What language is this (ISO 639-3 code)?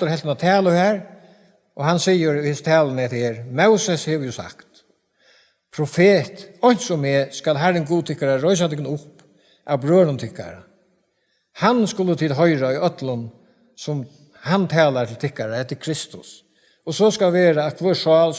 fao